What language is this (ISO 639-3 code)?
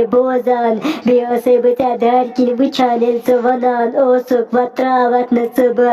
kas